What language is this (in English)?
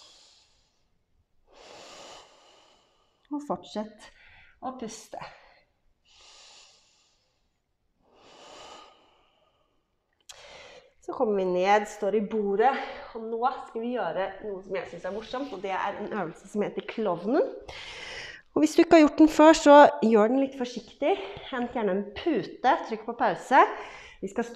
Norwegian